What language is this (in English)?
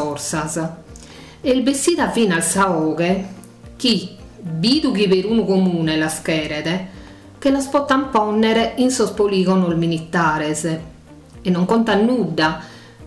Sardinian